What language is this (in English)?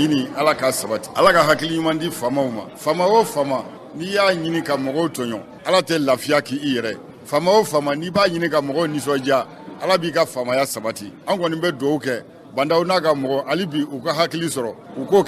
Bambara